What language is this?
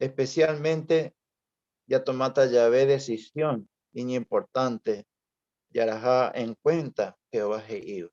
Guarani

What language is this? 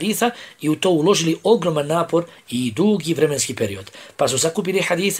Bosnian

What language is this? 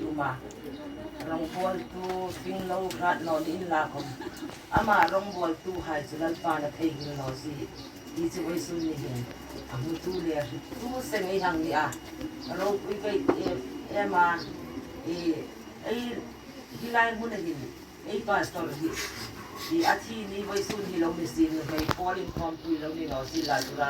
Hmar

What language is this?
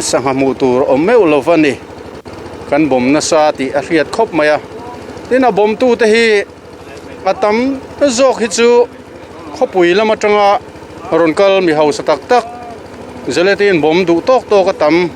Mizo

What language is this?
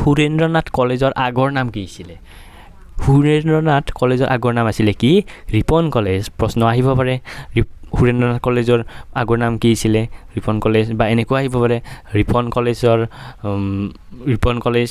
Assamese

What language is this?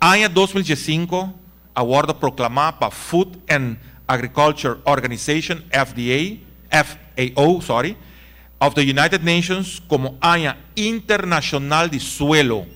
Papiamento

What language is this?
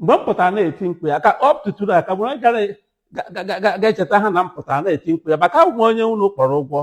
Igbo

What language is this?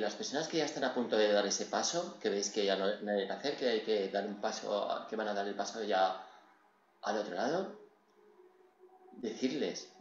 Spanish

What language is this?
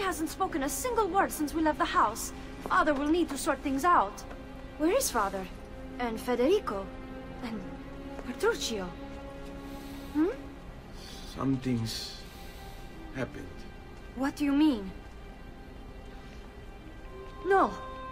English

